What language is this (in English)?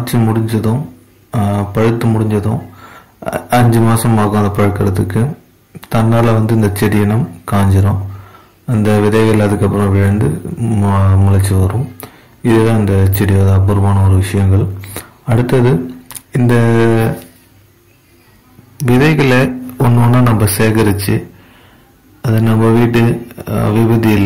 Tamil